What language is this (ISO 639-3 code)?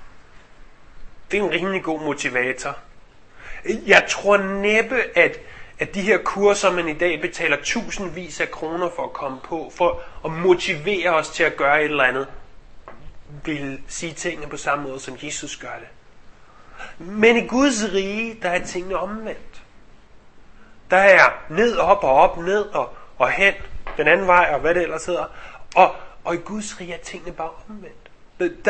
dan